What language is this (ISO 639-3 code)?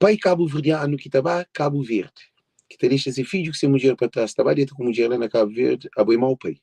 kea